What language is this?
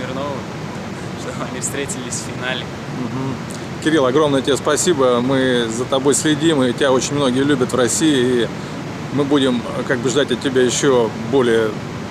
Russian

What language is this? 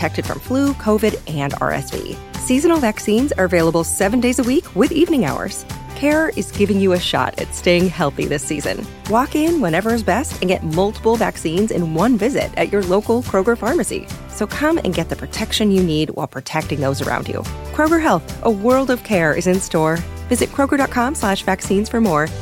English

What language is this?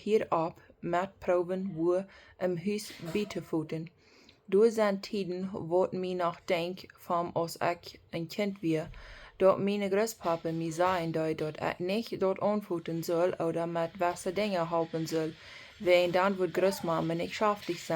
Plautdietsch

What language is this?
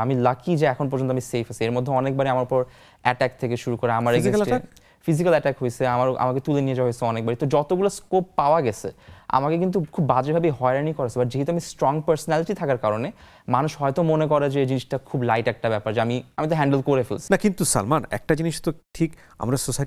Bangla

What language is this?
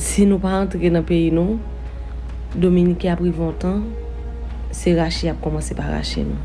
Haitian Creole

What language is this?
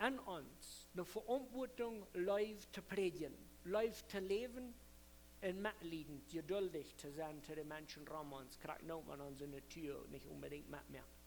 Plautdietsch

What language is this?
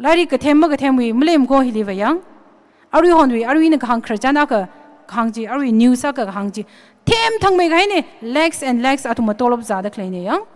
Tangkhul Naga (India)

